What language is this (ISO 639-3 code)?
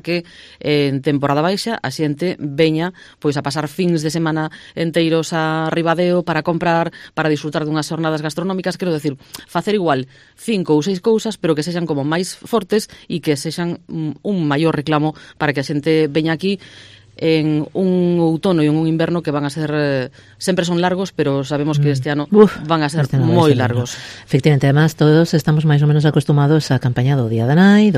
glg